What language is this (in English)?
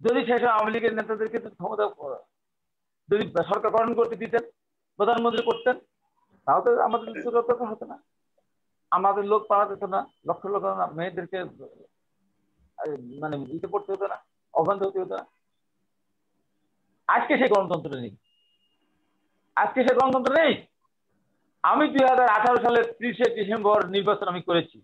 Bangla